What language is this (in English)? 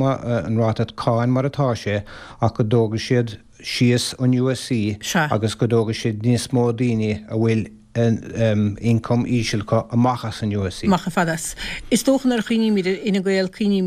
Irish